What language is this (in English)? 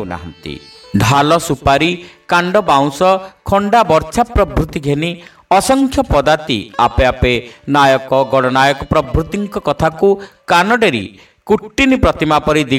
Odia